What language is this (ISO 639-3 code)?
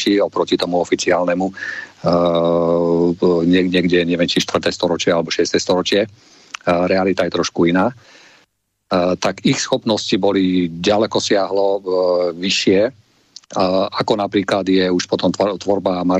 slk